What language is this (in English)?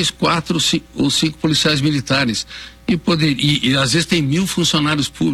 Portuguese